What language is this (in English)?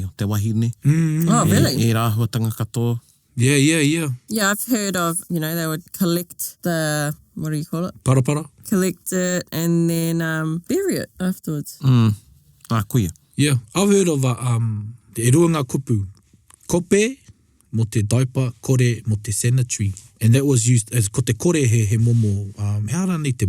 Māori